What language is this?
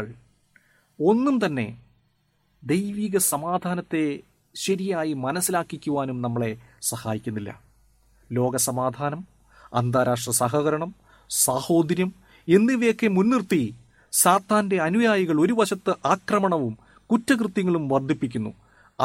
Malayalam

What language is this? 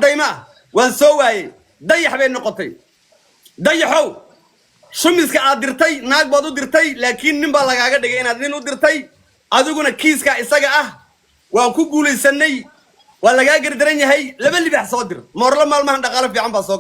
Somali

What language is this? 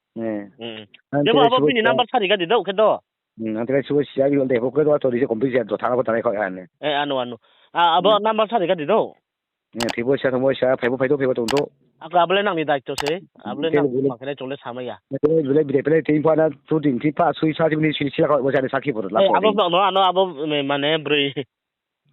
Riang (India)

